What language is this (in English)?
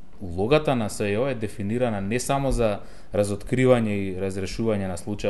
Macedonian